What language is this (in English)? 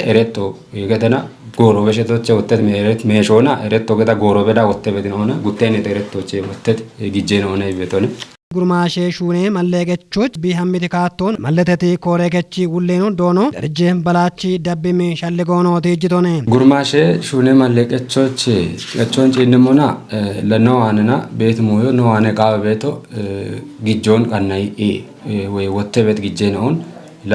Kafa